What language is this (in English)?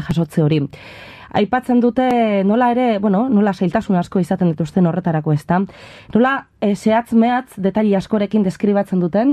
Basque